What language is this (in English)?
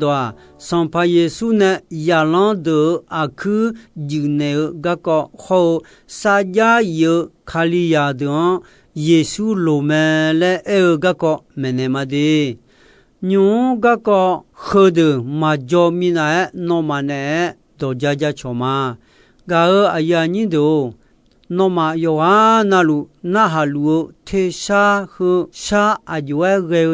Akha